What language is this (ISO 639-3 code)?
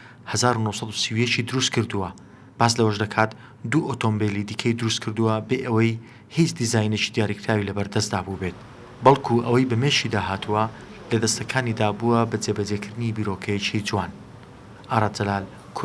ckb